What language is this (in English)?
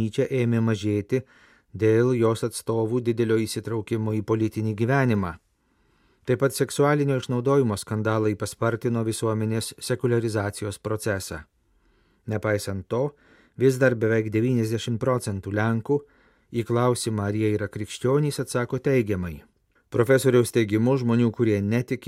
Lithuanian